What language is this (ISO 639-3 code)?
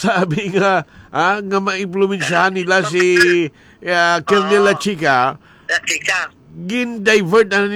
hil